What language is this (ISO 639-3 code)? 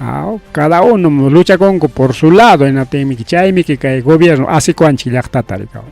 quy